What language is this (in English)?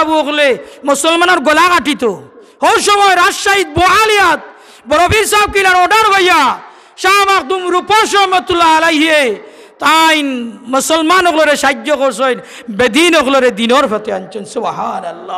Sylheti